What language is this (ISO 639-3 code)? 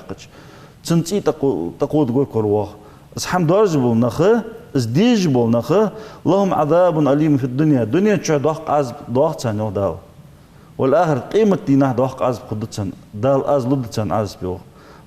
inh